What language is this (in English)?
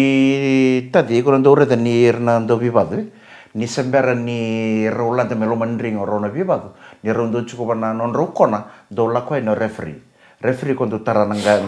Fijian